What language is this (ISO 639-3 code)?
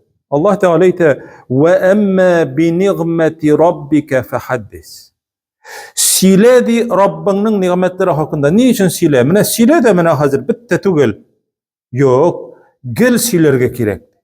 tat